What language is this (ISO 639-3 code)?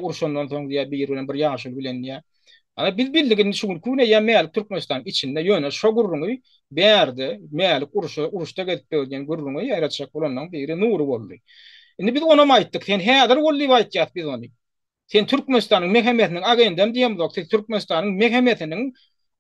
tuk